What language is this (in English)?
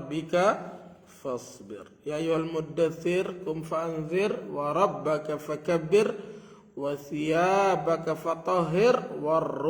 Sasak